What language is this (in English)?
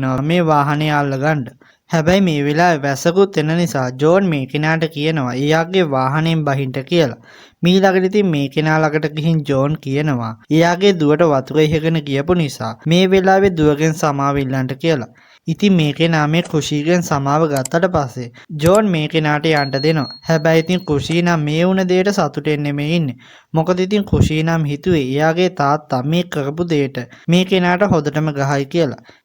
Sinhala